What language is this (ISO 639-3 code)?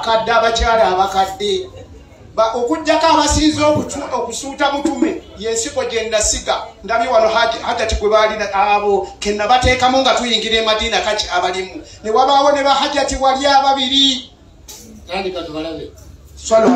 lug